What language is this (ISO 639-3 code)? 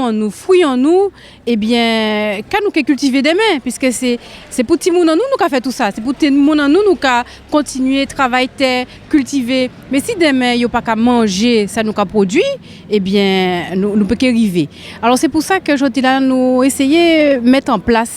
gcf